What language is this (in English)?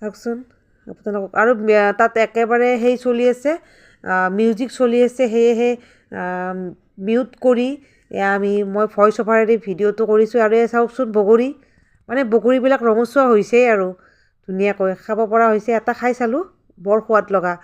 Assamese